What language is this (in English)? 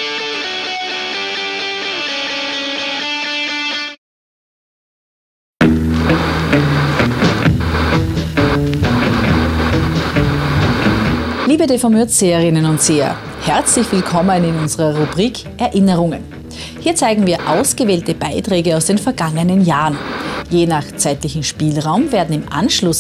German